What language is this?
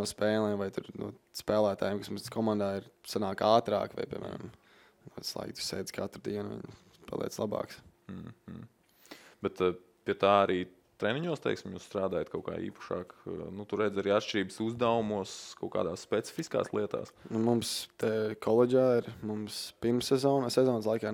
Latvian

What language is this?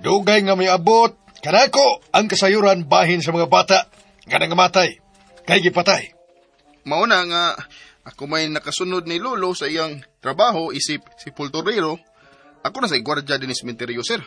Cebuano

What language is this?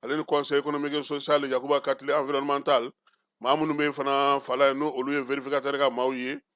Bambara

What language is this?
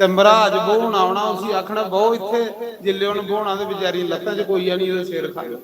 Dogri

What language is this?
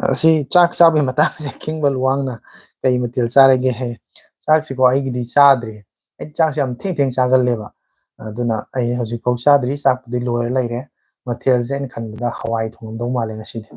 Manipuri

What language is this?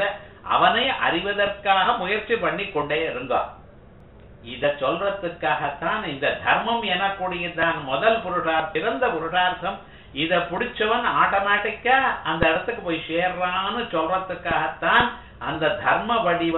Tamil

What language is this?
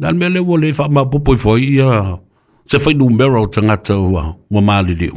Samoan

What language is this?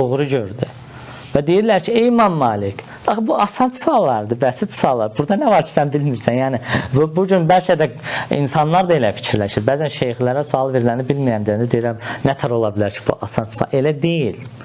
Azerbaijani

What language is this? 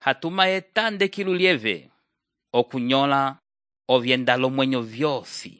Umbundu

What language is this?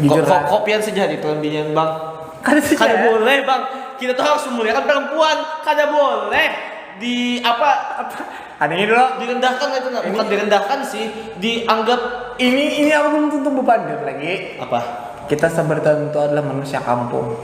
Banjar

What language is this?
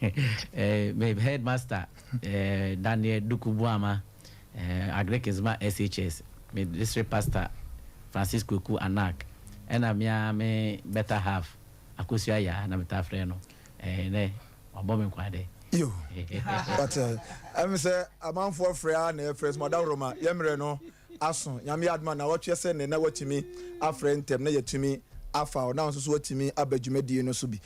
Akan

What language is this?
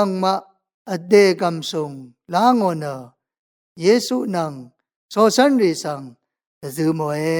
Rawang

